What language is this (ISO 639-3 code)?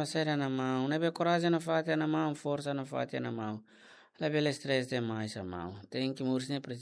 tet